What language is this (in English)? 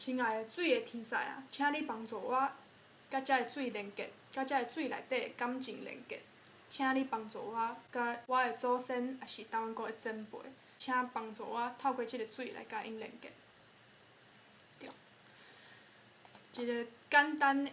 Min Nan Chinese